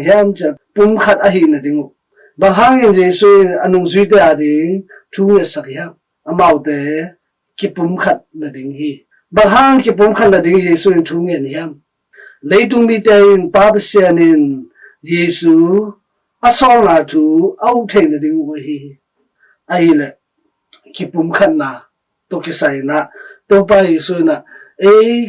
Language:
Tedim Chin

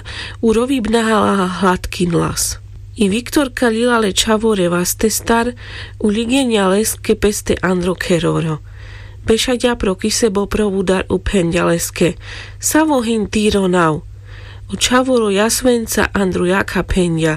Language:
Carpathian Romani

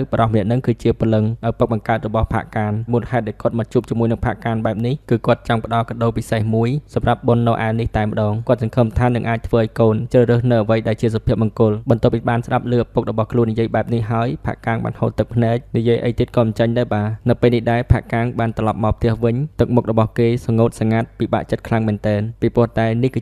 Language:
Khmer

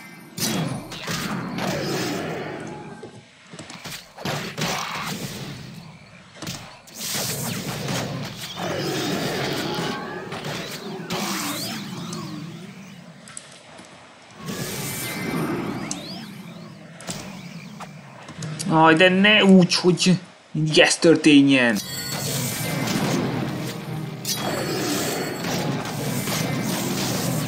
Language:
Hungarian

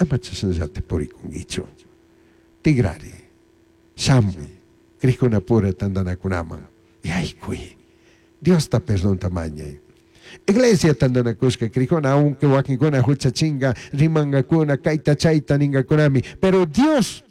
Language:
Chimborazo Highland Quichua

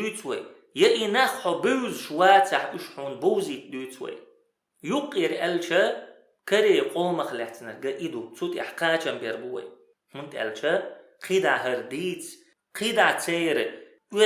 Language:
Chechen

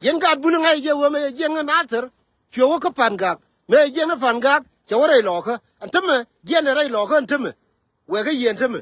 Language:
Nuer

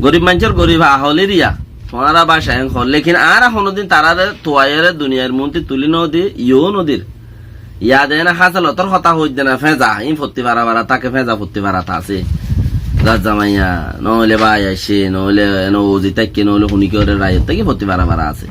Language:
Rohingya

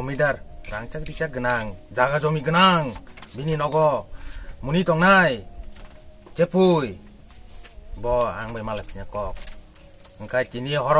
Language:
Kok Borok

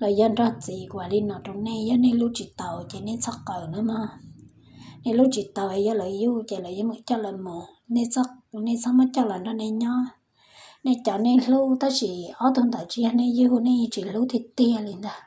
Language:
Hmong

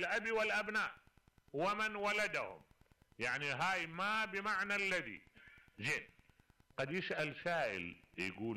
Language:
Mesopotamian Arabic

